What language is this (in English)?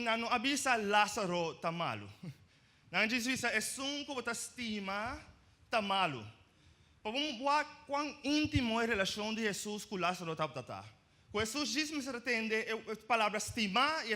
Papiamento